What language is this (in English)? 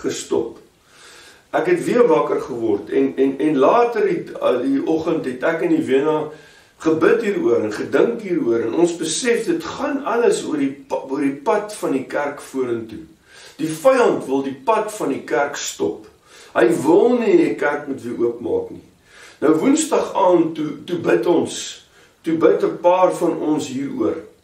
Afrikaans